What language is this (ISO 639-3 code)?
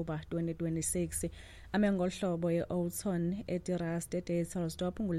xho